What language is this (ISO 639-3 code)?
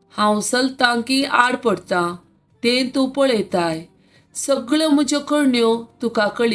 kok